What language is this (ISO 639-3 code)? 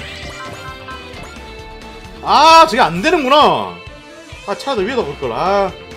kor